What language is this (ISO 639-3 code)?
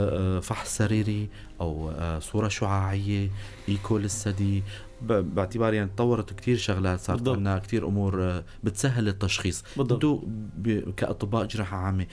apc